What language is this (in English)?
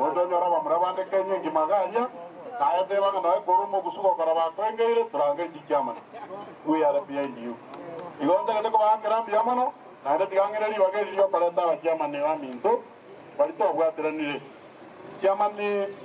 Gusii